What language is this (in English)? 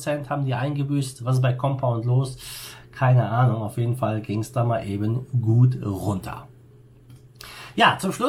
German